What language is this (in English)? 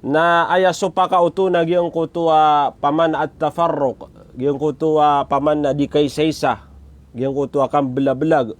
Maranao